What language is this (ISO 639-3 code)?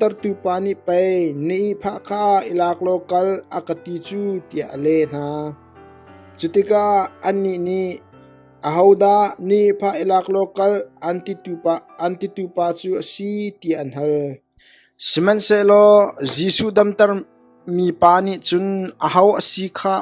cnh